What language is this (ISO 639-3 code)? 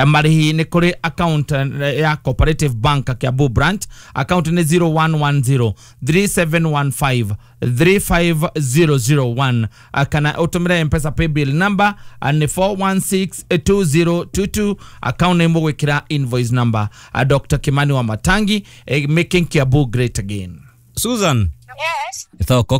kik